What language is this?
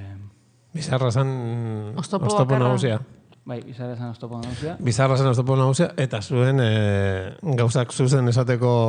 Basque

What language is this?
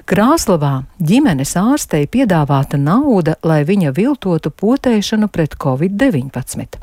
Latvian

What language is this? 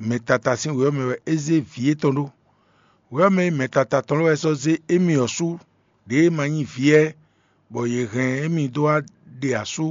Fon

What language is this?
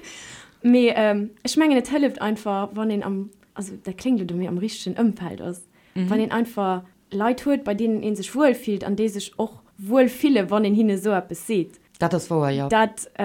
Luxembourgish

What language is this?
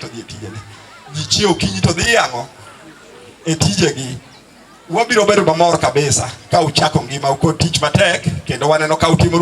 Luo (Kenya and Tanzania)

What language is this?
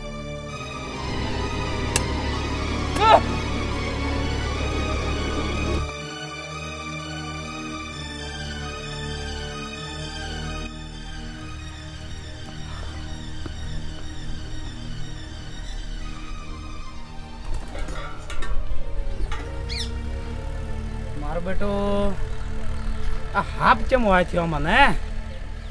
Gujarati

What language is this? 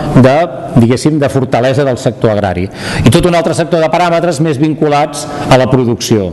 Catalan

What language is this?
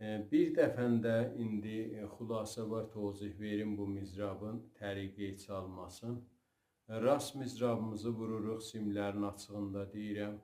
South Azerbaijani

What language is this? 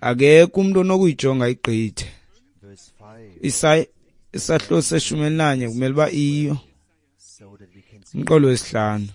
Xhosa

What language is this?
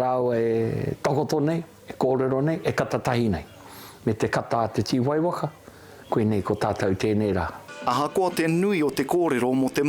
Māori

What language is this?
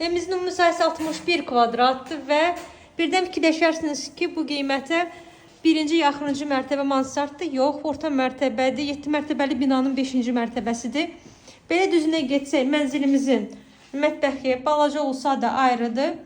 Azerbaijani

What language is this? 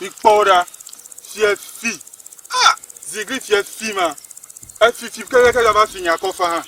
Ewe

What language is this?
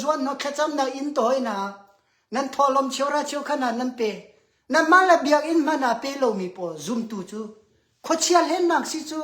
Hakha Chin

